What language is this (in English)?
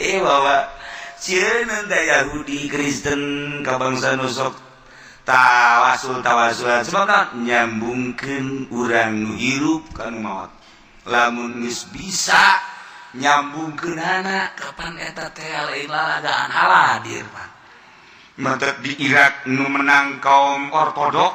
Sundanese